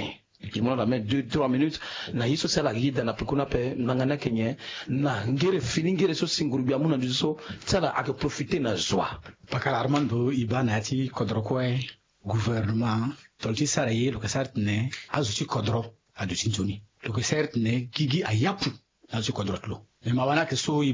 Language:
Sango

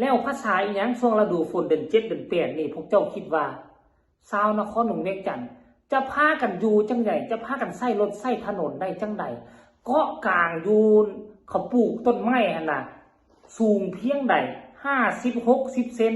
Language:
Lao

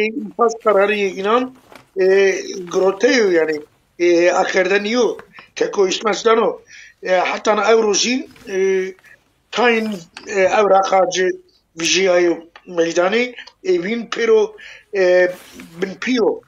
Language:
Zaza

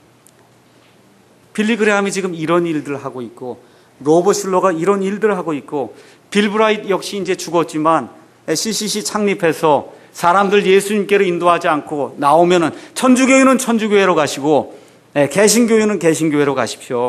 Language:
Korean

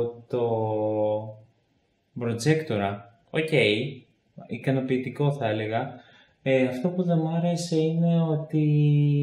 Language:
Greek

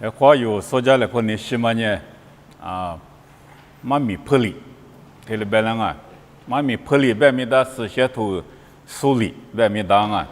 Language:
Lisu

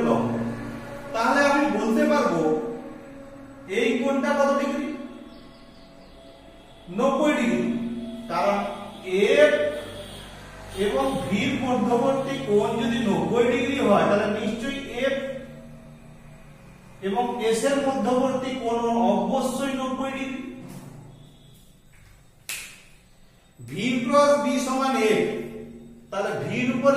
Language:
Bangla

